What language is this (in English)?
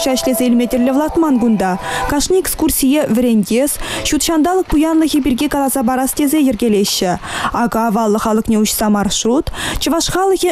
Chuvash